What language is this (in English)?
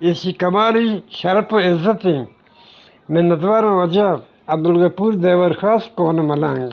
Eastern Balochi